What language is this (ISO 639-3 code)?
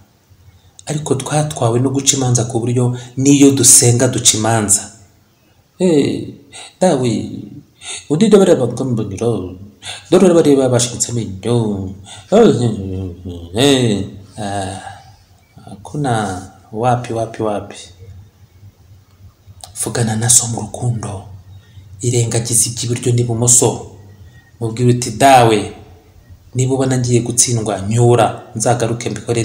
kin